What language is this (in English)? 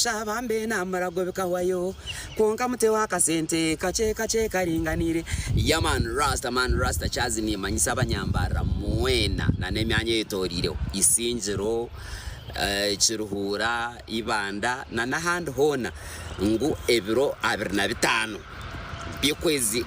Nyankole